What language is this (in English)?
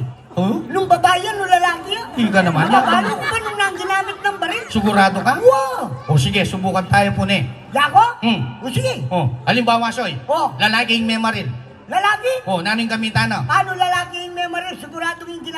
Pampanga